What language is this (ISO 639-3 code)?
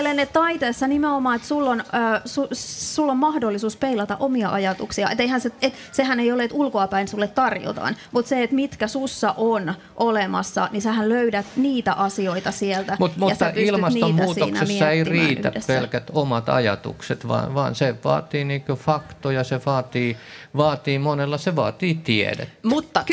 fin